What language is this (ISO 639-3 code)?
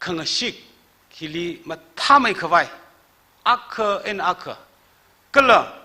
nmf